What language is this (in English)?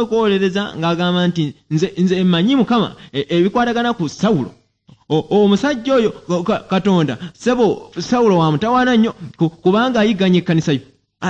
Ganda